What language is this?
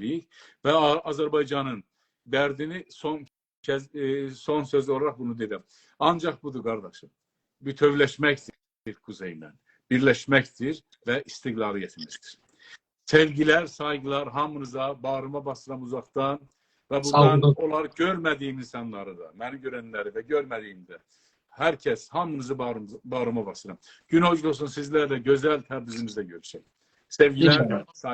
South Azerbaijani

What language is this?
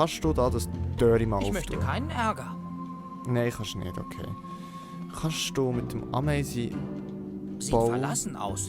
Swiss German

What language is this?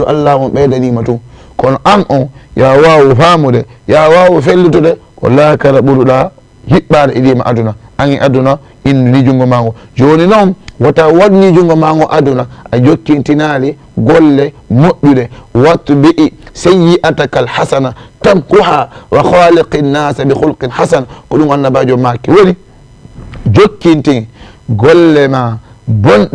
Fula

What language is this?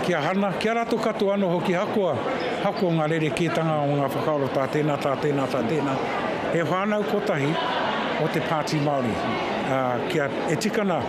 Māori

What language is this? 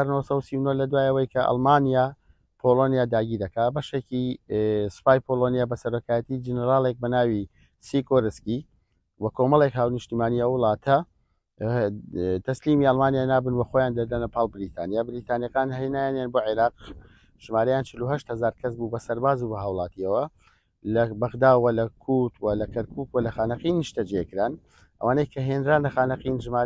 Central Kurdish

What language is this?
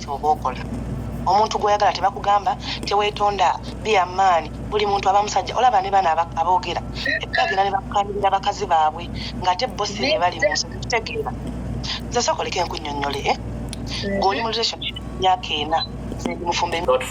Ganda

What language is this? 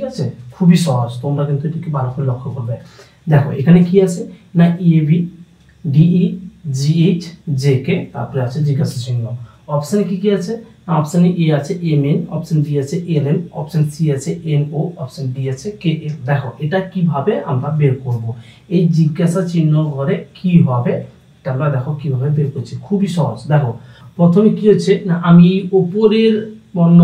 Bangla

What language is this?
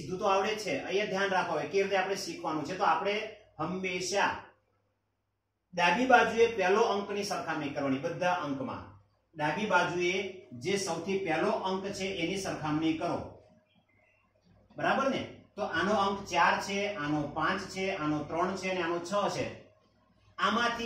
Gujarati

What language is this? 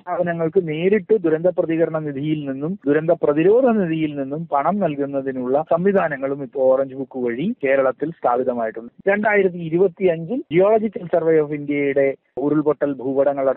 Malayalam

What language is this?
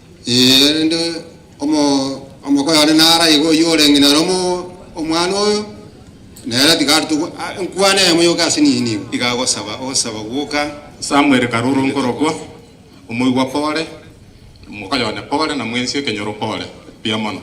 Gusii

